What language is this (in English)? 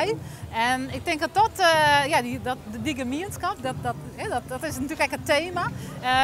Western Frisian